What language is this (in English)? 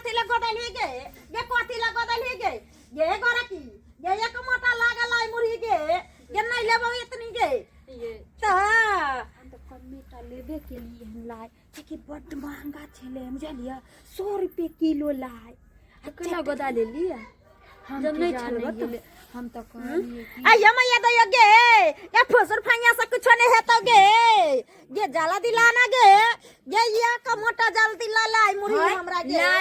Maithili